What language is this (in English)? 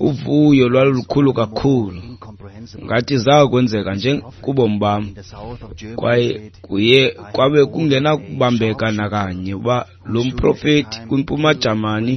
Xhosa